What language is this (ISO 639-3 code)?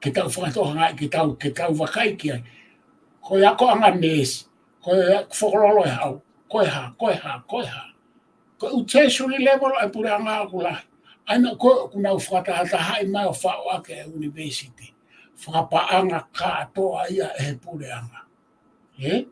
ton